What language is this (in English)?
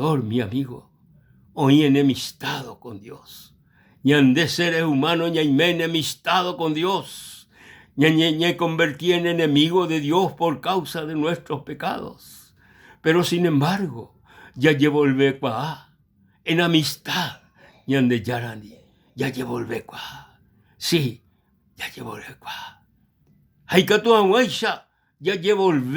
Guarani